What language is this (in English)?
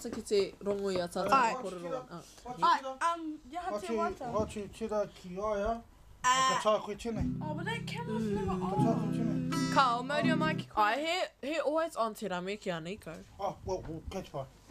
Māori